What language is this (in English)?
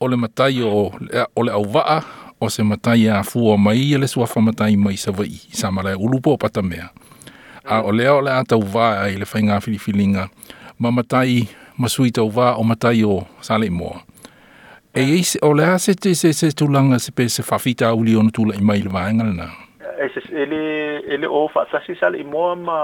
Samoan